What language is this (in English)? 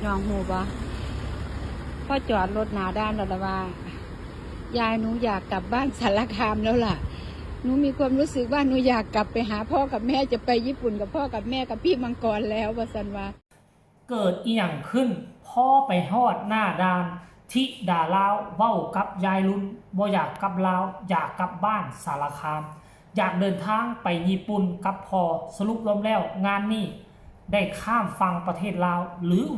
Lao